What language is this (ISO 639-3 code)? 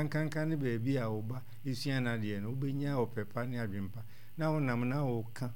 aka